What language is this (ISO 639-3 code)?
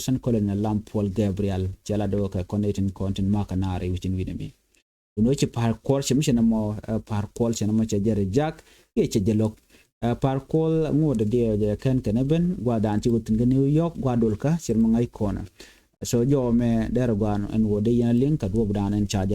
nus